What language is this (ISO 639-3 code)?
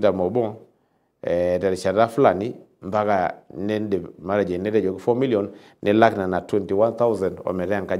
mas